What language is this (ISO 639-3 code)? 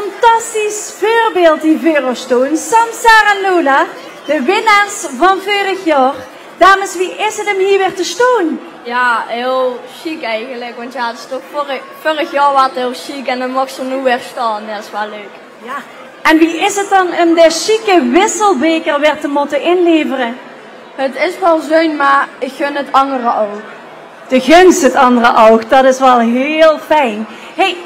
lim